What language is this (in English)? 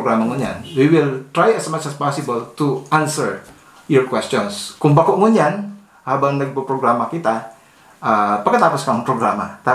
Bikol